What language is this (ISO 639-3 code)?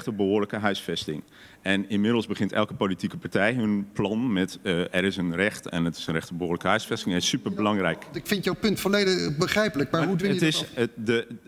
nld